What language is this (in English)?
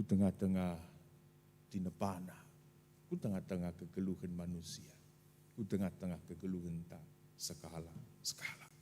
Batak Karo